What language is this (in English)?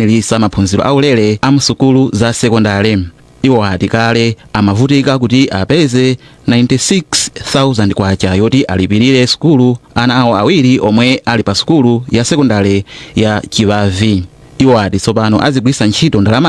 Nyanja